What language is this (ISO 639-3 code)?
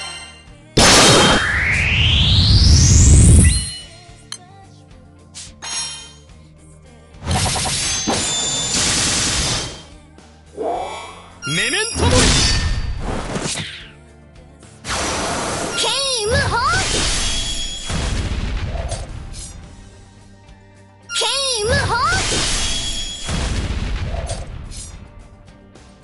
jpn